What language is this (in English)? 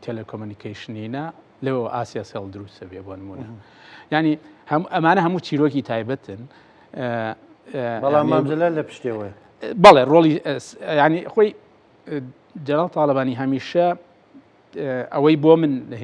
Central Kurdish